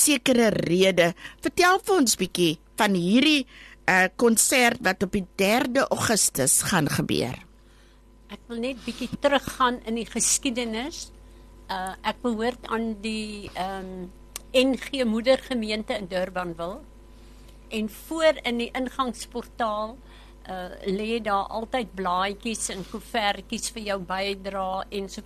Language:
Afrikaans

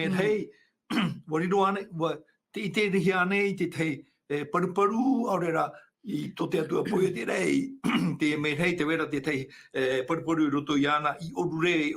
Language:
Tahitian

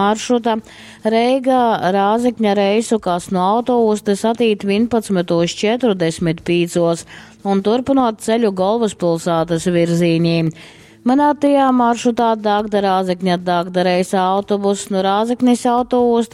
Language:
Latgalian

